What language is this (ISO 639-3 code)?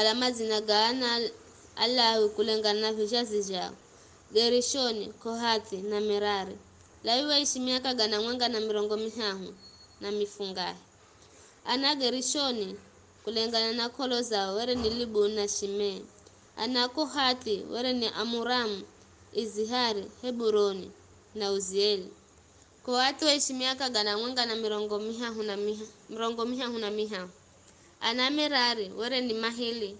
nyf